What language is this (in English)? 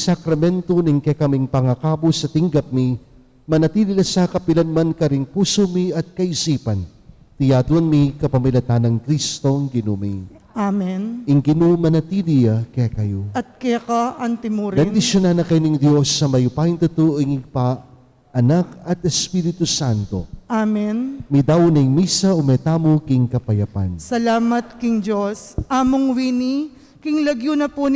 Pampanga